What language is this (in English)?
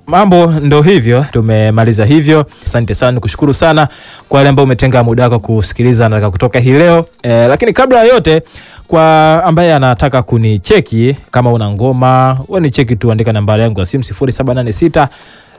Swahili